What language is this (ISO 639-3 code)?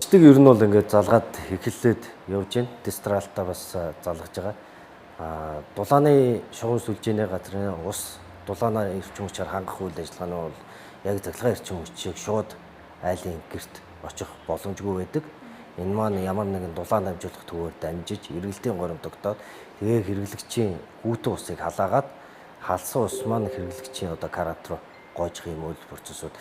mon